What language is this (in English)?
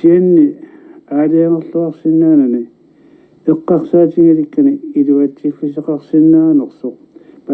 Kalaallisut